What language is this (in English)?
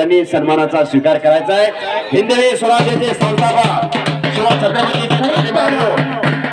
Marathi